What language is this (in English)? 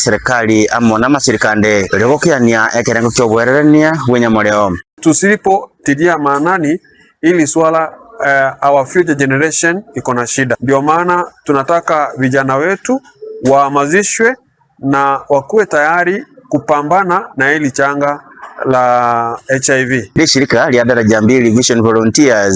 Gusii